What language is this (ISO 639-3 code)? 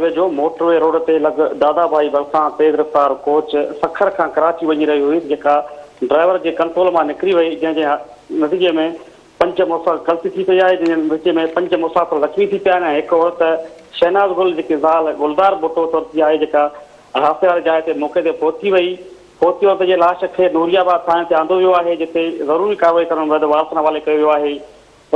snd